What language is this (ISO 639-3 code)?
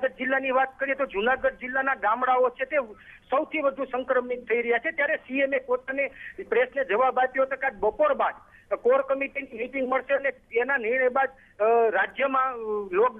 guj